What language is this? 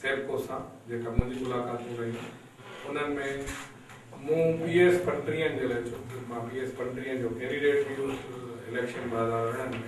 Sindhi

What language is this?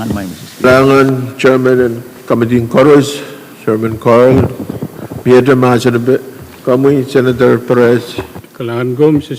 Pohnpeian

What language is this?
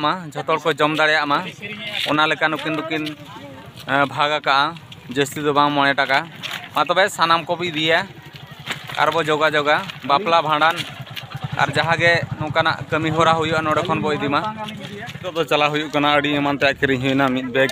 Santali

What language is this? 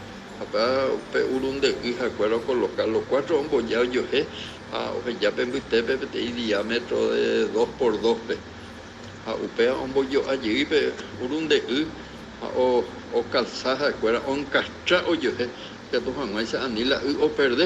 Guarani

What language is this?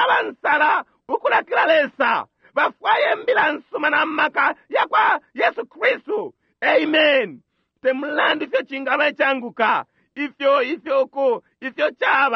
Bemba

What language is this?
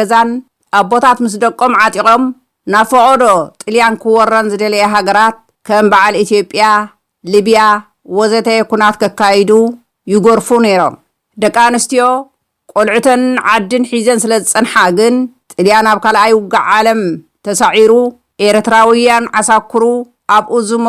Tigrinya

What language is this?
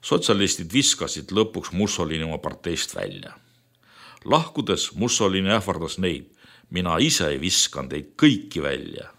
Estonian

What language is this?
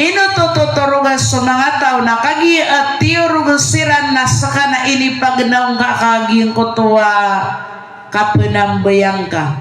Maranao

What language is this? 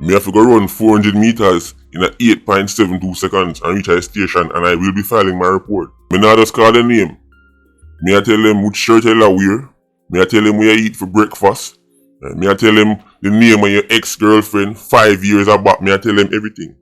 Jamaican Creole English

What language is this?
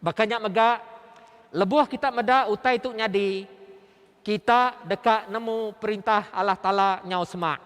Iban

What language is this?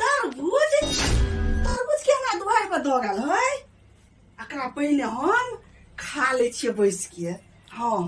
Maithili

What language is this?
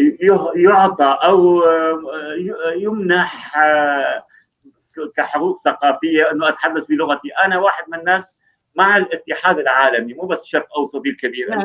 North Levantine Arabic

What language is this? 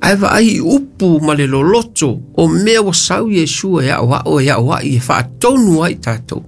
Samoan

